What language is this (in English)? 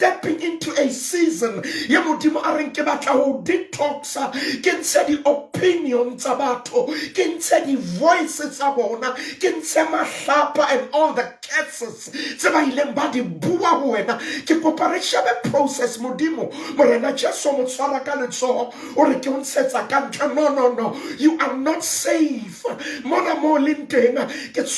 Southern Sotho